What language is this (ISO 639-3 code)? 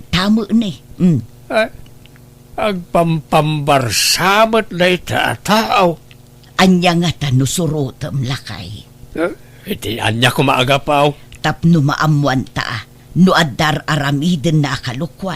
ilo